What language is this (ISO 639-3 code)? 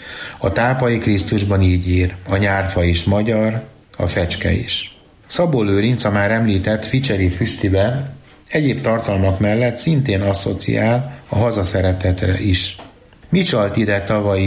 hun